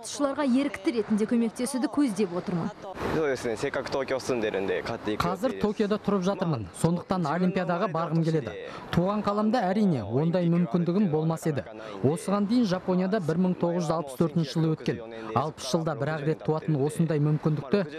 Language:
Kazakh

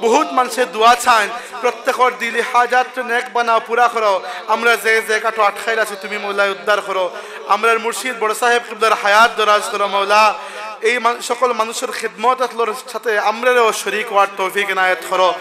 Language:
Sylheti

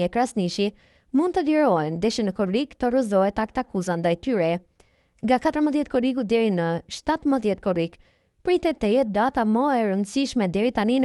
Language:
Albanian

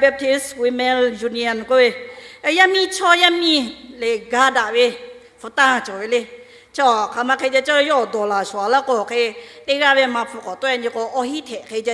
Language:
Lahu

